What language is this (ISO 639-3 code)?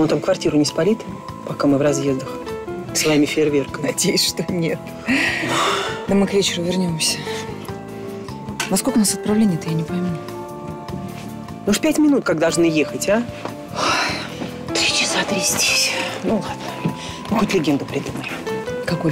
rus